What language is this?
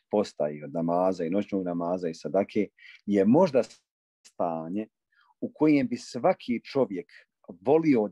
Bosnian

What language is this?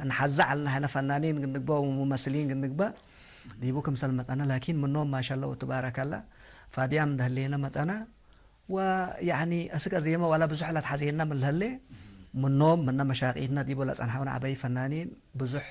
Tigre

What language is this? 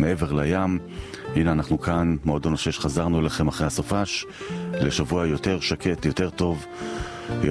Hebrew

